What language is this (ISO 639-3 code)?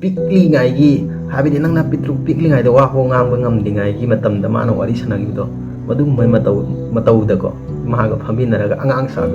mni